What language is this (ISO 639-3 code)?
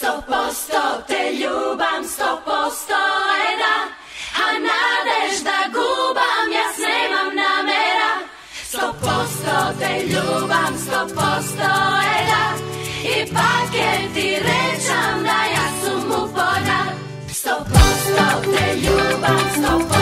mkd